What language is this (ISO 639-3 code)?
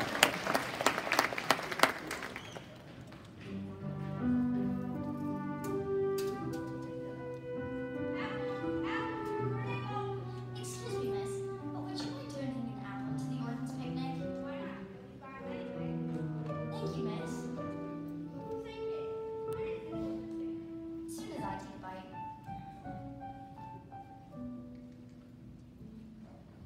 eng